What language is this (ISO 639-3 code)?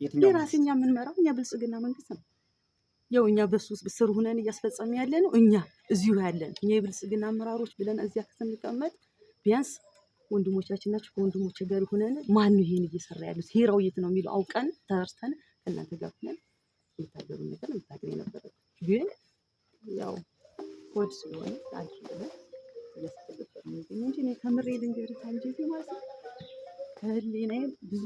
amh